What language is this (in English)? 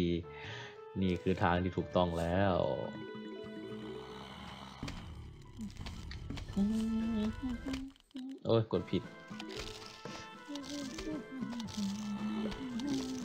Thai